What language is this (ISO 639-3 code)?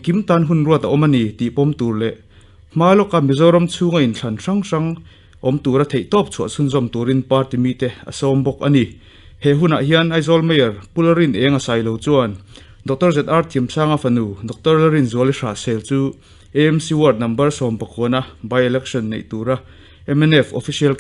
lus